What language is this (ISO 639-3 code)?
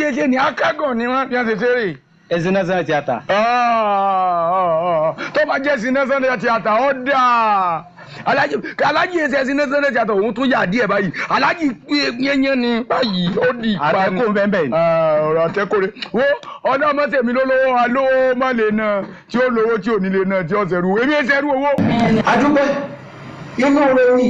yor